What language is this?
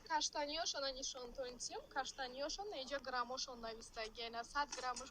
Tajik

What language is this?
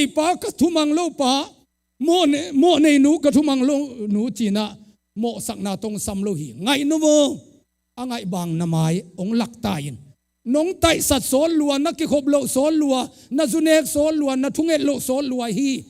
Tedim Chin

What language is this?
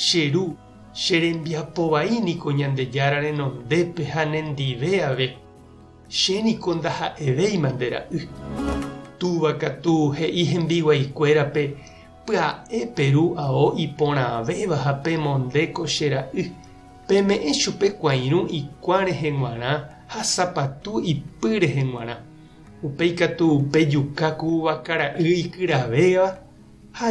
Guarani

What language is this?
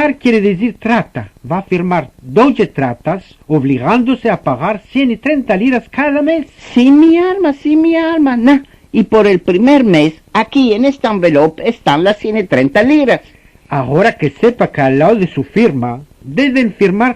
Ladino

